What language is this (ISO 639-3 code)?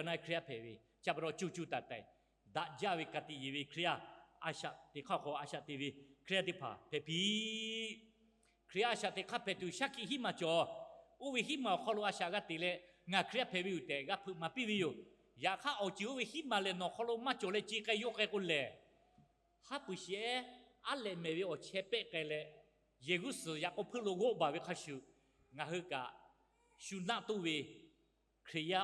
lhu